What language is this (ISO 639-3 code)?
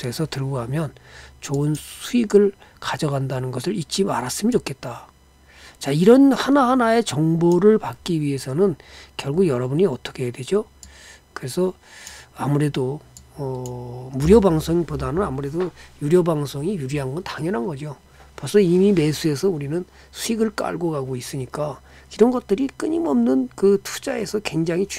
kor